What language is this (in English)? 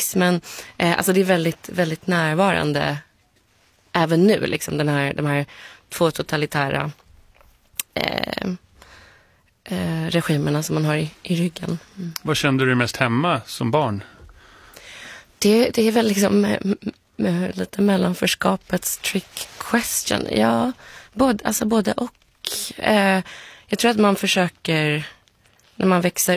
Swedish